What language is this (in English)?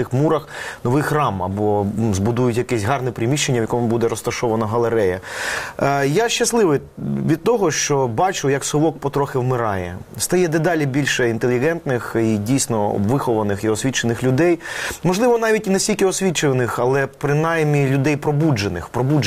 Ukrainian